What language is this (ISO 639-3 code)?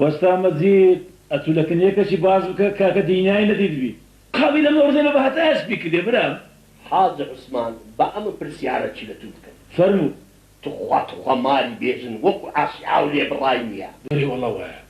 ckb